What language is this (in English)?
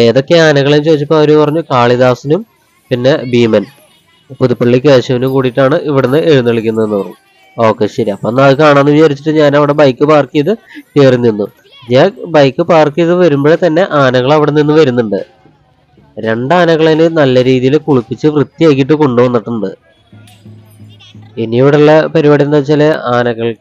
Malayalam